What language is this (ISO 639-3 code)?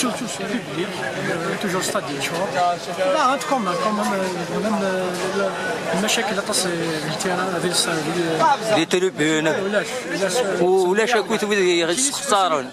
kab